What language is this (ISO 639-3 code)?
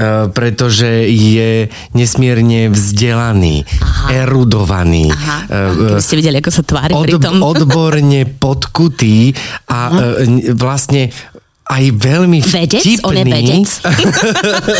slk